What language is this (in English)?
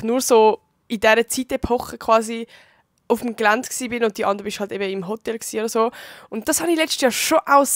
Swiss German